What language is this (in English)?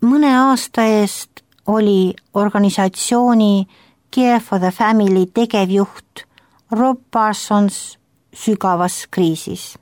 Estonian